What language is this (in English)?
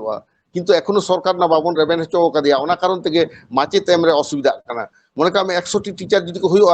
Santali